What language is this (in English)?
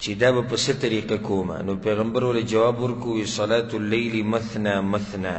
Pashto